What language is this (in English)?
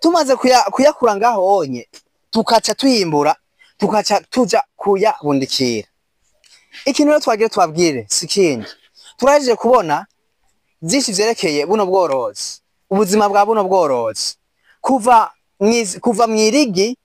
Rundi